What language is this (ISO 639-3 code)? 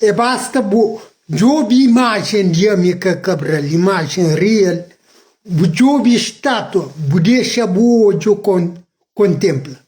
kea